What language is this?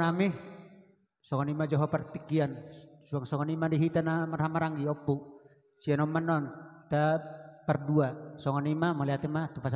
Batak Toba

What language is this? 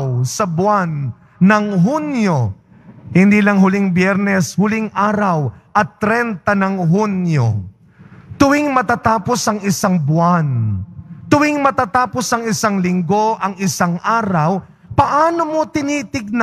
Filipino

